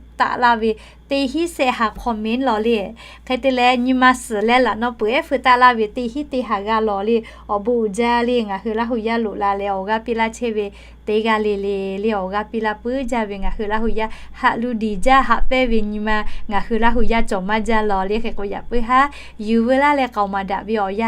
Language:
Lahu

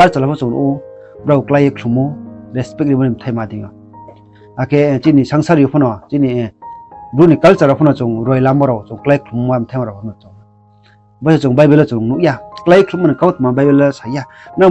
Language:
Riang (India)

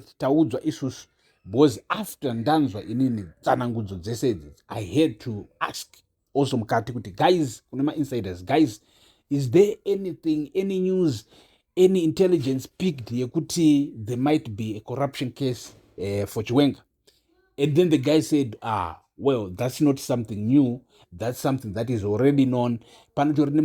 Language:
Shona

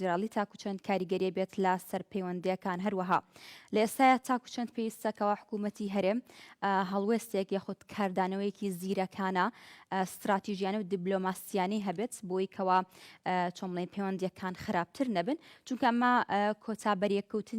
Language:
Central Kurdish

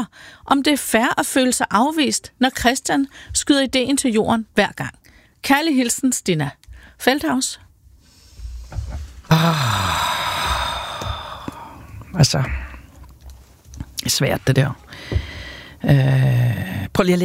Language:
Danish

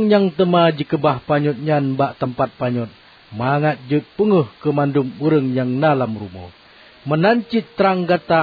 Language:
Achinese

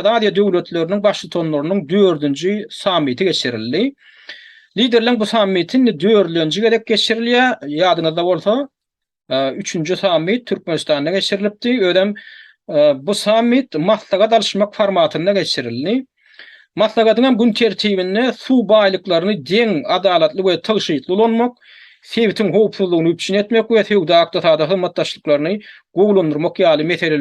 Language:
Turkmen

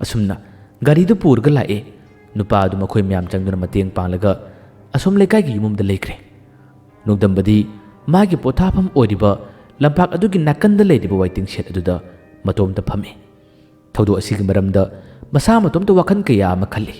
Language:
Manipuri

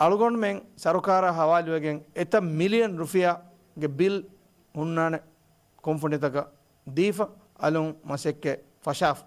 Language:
Divehi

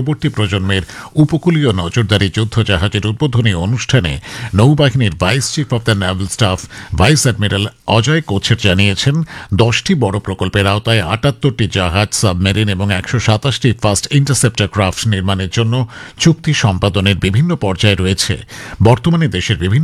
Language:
Bangla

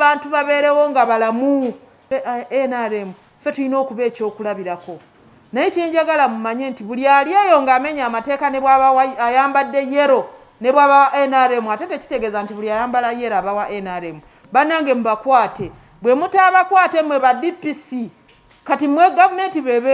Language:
Ganda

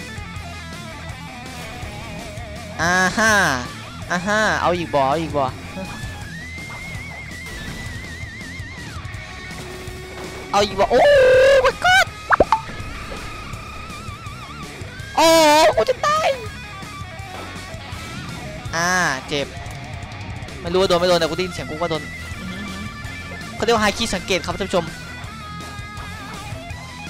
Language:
Thai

